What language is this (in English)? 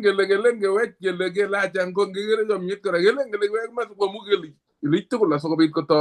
Kalenjin